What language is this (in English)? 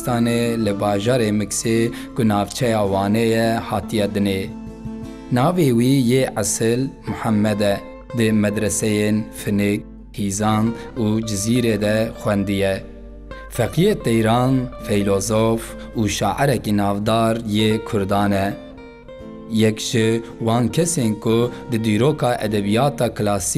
Kurdish